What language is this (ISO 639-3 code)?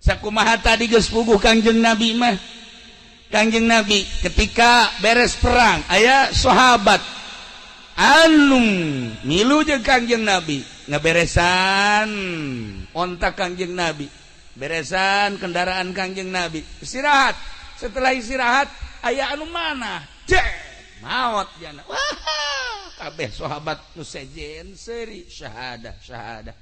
sun